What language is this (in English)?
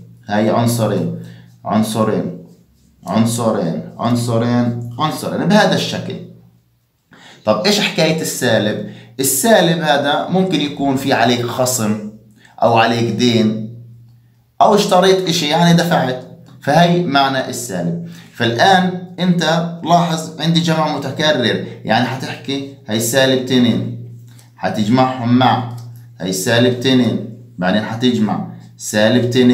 South Levantine Arabic